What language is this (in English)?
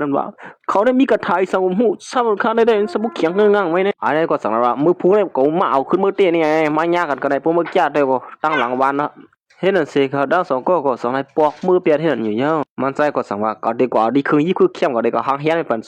Shan